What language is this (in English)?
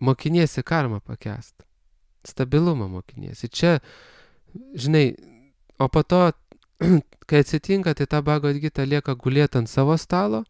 Lithuanian